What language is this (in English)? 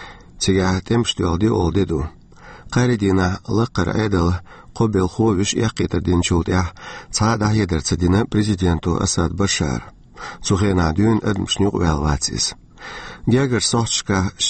Chechen